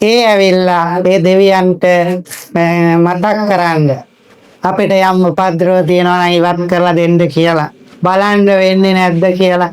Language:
Sinhala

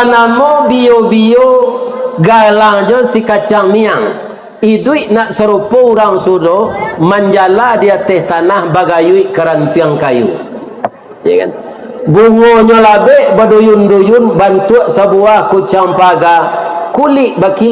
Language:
Minangkabau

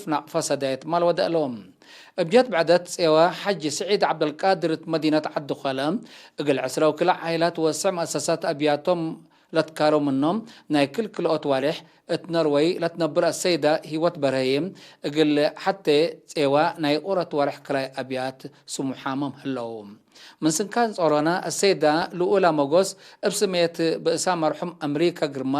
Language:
Tigre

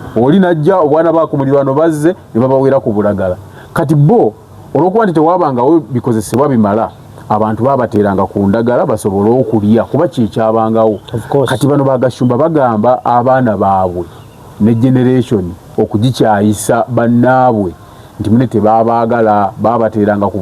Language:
Ganda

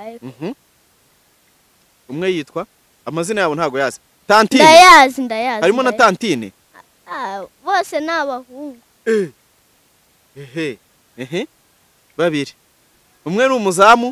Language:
Kinyarwanda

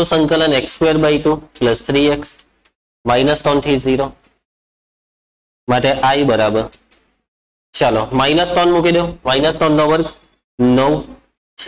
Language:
Gujarati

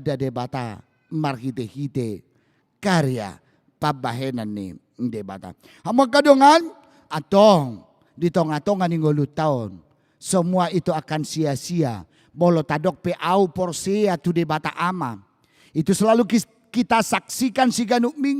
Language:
Batak Toba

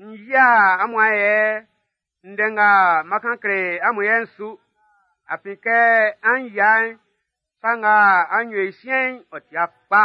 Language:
Baoulé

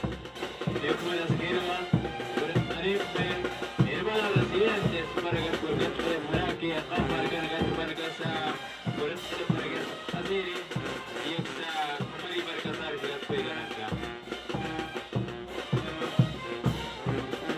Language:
Spanish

